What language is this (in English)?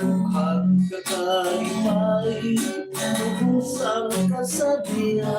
Hiligaynon